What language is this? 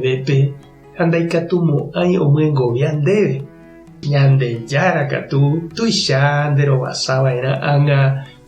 Guarani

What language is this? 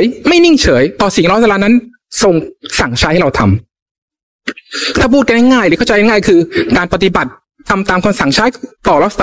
Thai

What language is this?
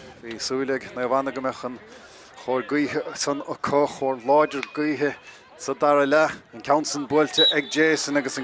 Irish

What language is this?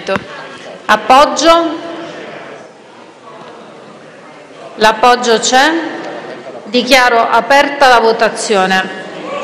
Italian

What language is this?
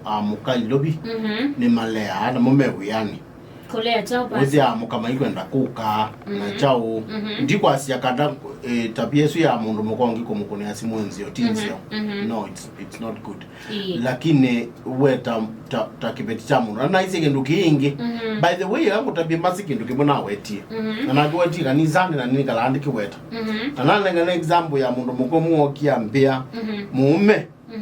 Kamba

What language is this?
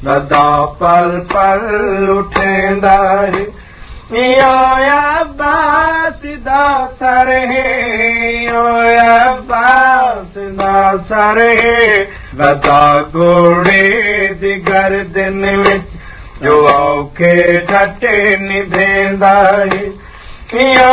Saraiki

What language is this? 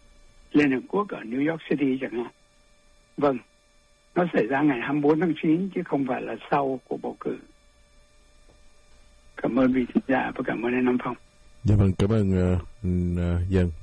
Vietnamese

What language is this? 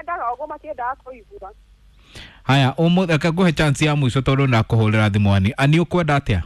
Kikuyu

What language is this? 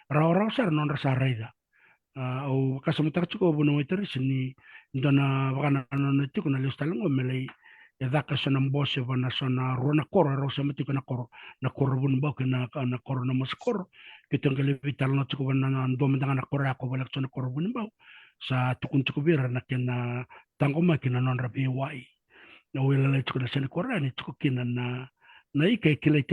Fijian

